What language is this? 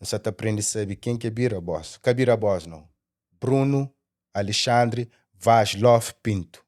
Kabuverdianu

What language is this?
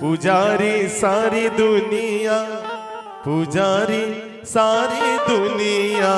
Chhattisgarhi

